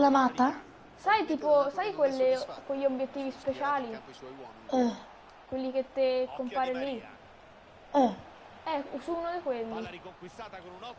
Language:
Italian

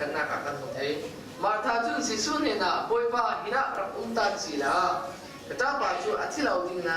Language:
Falam Chin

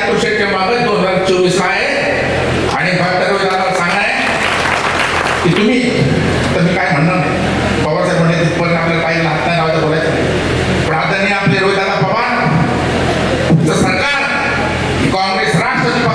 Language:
Marathi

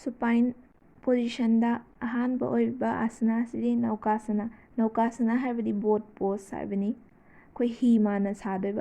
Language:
Manipuri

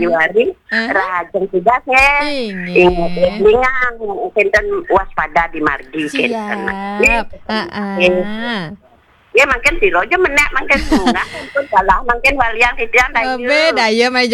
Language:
Balinese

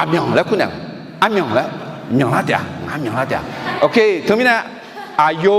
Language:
Akha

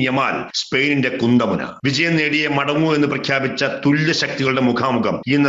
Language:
Malayalam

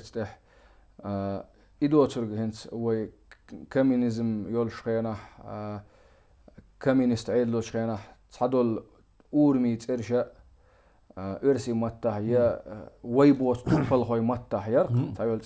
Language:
Chechen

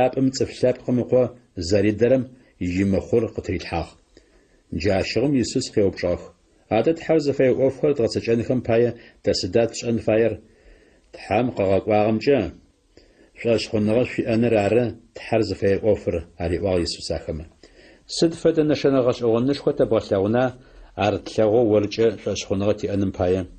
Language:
Adyghe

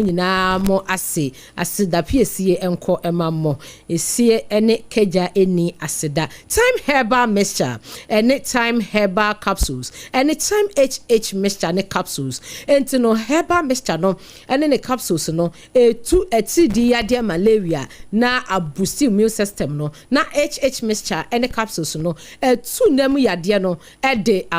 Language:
Akan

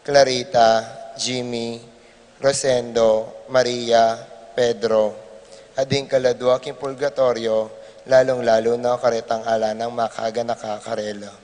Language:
Pampanga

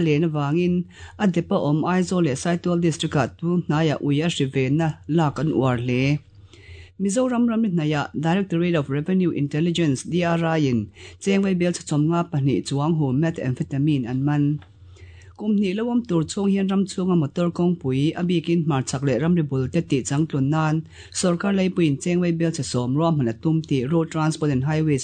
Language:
Mizo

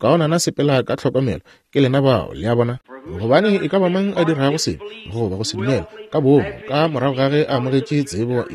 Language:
Northern Sotho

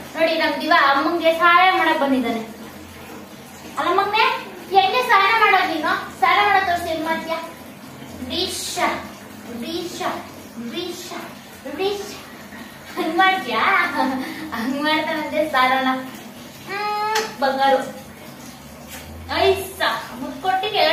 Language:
Kannada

